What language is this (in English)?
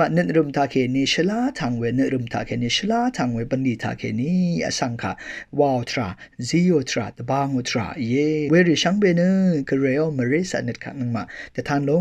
Rawang